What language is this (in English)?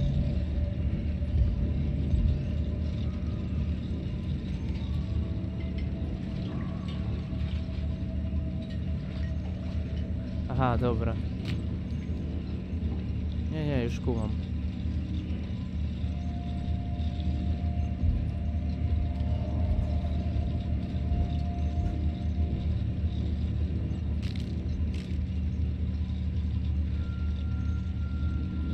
Polish